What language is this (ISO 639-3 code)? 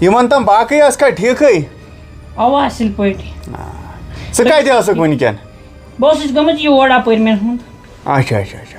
kas